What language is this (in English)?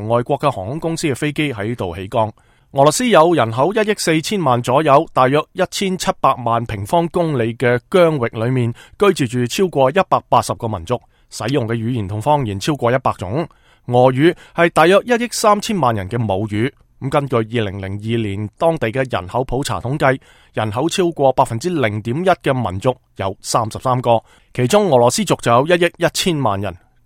Cantonese